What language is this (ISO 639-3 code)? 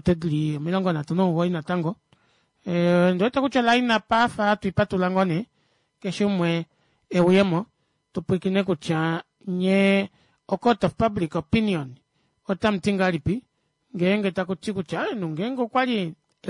kua